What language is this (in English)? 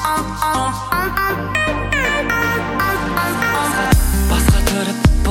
Kazakh